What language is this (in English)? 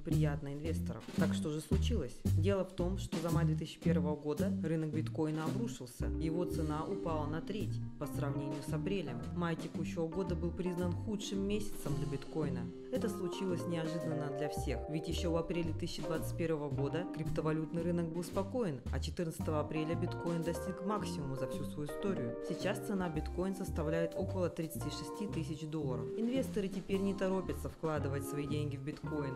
Russian